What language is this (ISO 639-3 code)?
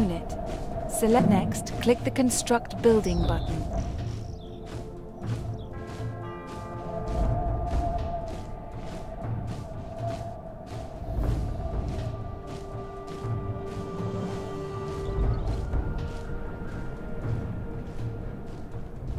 eng